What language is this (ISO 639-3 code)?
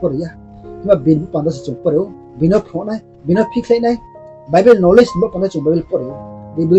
ria